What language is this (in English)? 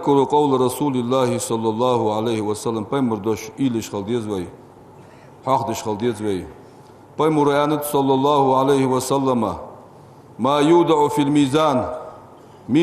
Ingush